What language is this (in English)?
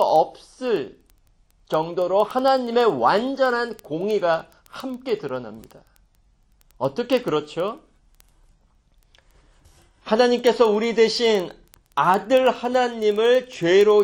Korean